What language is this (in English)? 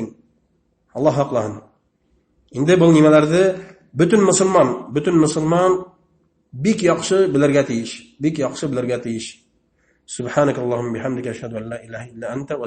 Bashkir